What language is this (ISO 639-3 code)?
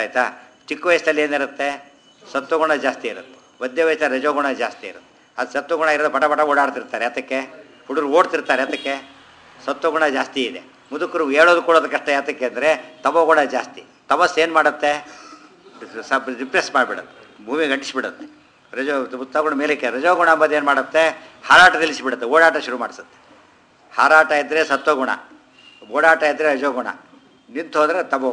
kan